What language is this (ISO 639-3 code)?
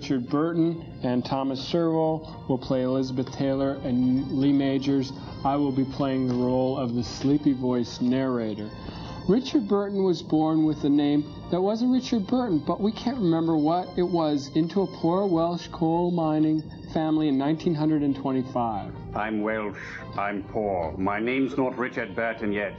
eng